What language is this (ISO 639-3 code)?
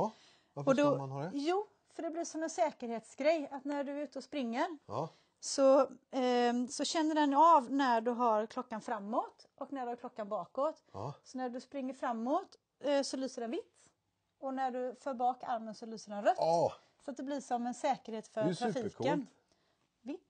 swe